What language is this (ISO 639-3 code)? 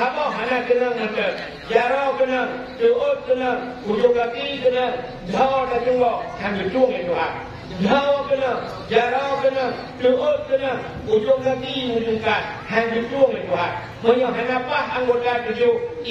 ace